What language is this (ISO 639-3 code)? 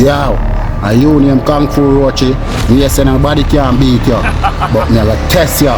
jam